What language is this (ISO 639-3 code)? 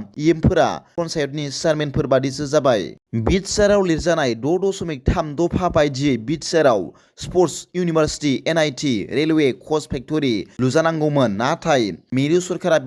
brx